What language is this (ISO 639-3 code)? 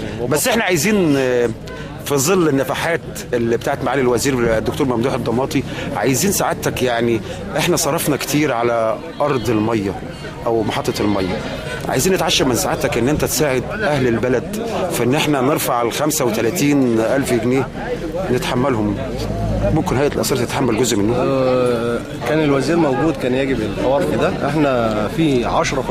arz